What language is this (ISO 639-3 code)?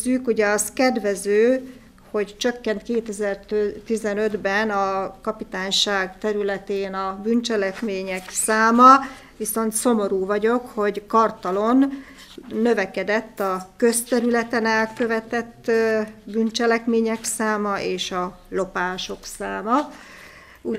hun